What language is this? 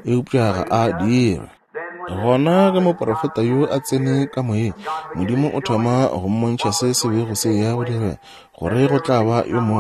Northern Sotho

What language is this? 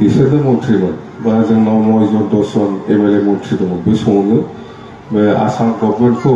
Bodo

